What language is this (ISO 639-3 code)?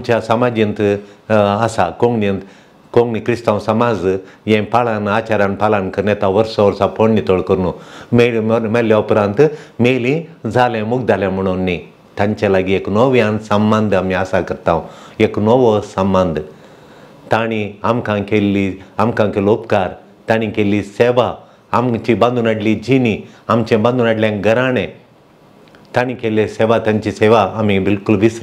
kok